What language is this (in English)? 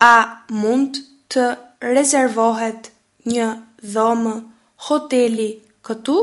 Albanian